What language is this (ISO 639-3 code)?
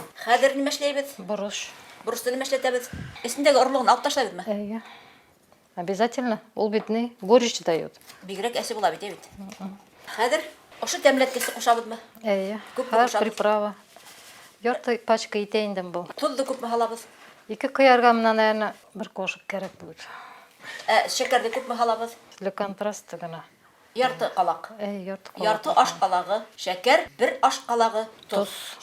bak